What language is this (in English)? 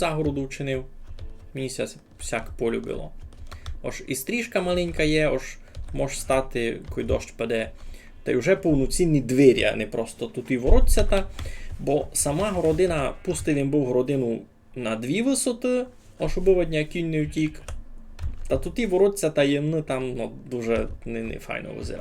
Rusyn